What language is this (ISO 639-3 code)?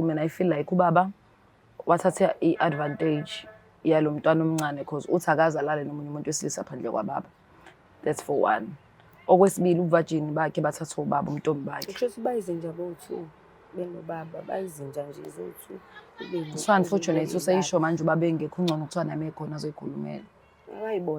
zul